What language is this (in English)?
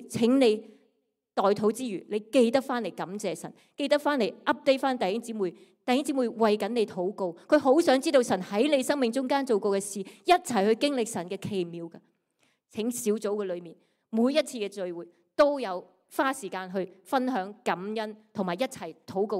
Cantonese